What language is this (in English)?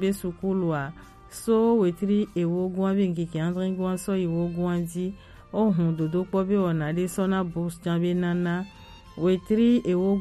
Gen